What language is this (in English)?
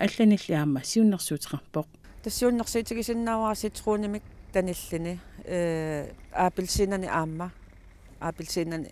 Kalaallisut